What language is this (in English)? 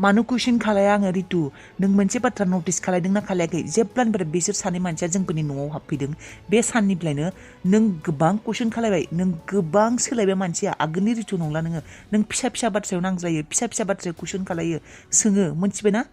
Bodo